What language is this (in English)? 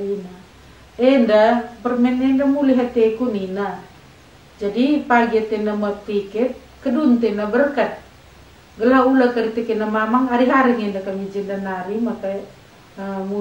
Batak Karo